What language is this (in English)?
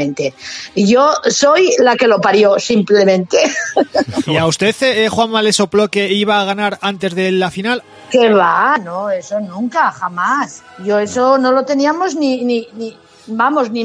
Spanish